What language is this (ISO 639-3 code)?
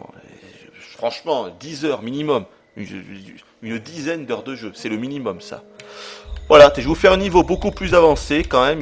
fra